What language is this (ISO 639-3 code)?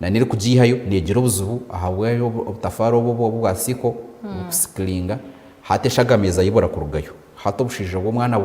nyn